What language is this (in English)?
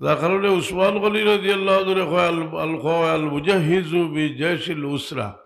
Sylheti